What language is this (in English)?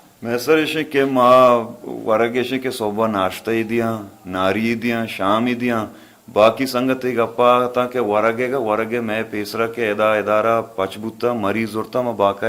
Baluchi